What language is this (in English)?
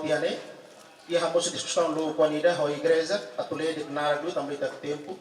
Tetum